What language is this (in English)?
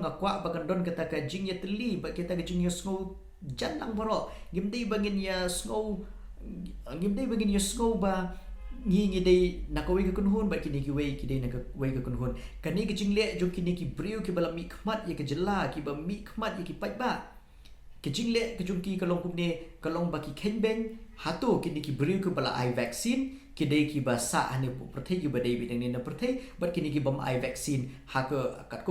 Khasi